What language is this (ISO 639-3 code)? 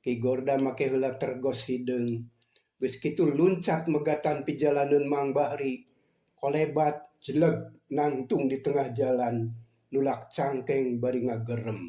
sun